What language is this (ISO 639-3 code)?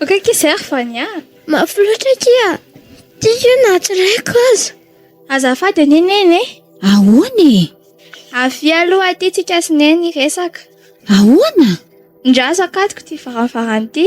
mlg